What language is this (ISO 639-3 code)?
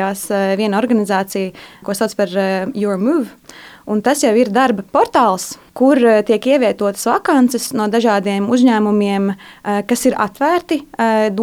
lav